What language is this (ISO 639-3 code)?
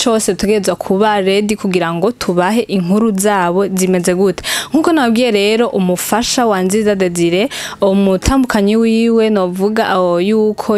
run